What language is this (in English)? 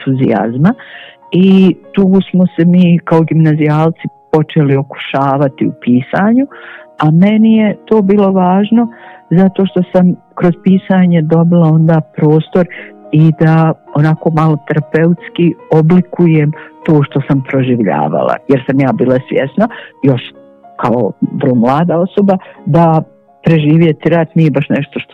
Croatian